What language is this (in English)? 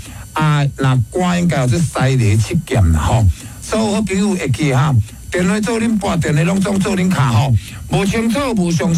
Min Nan Chinese